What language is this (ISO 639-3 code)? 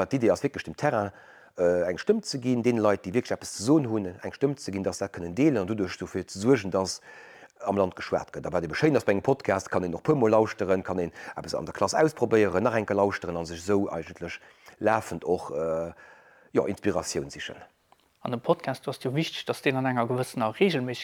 ltz